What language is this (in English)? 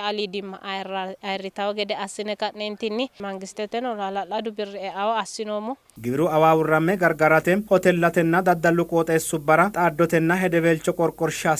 Sidamo